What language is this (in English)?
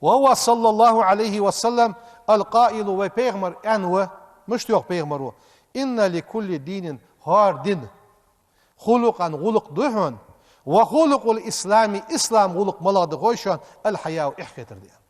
Ingush